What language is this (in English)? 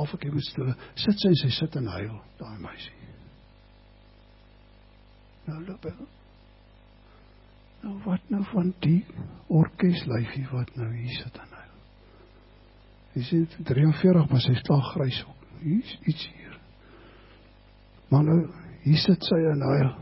Afrikaans